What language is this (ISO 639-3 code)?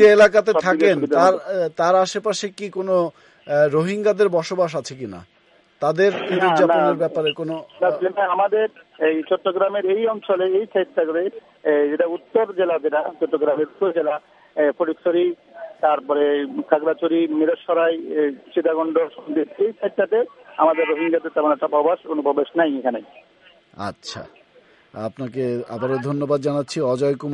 ben